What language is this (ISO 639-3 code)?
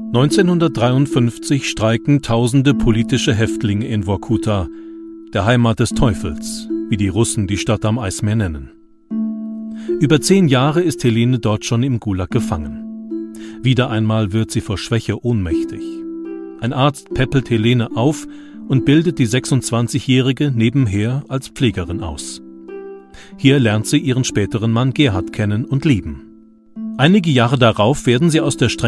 deu